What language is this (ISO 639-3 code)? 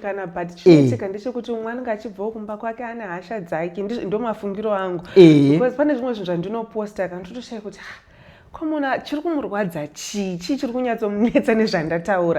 sna